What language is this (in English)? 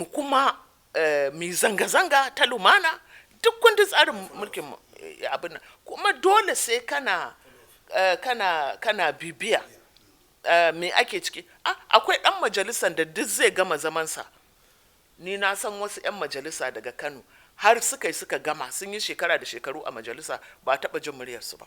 Hausa